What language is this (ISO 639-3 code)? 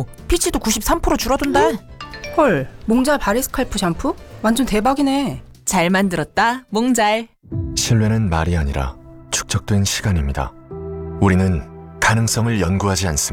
kor